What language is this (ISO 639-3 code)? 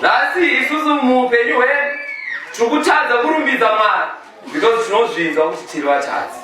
sna